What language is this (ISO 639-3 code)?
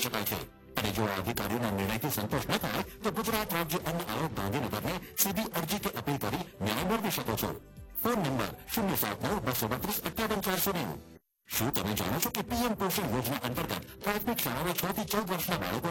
guj